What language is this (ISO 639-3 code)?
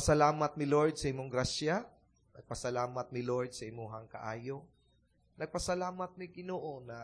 ceb